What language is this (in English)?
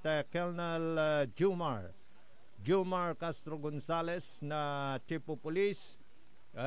Pangasinan